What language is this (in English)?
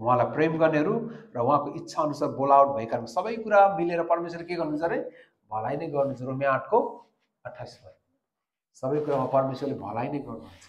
Nepali